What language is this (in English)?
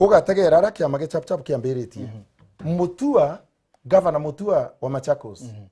Meru